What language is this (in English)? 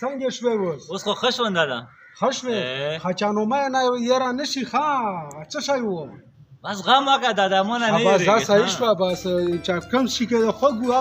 Pashto